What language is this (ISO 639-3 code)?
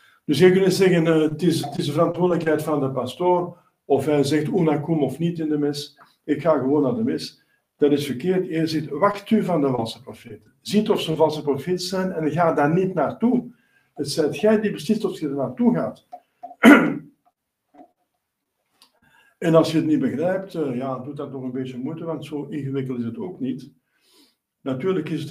nld